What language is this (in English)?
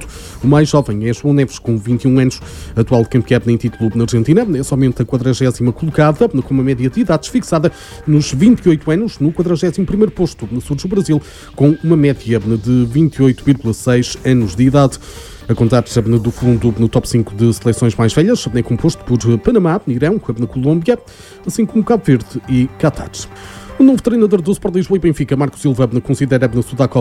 Portuguese